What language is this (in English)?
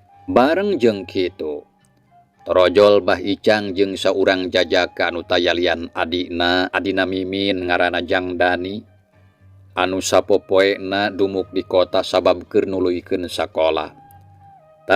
Sundanese